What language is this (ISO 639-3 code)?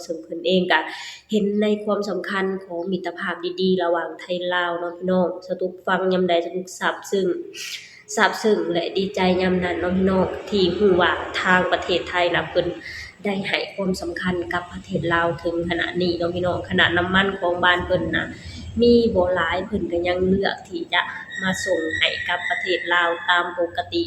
lao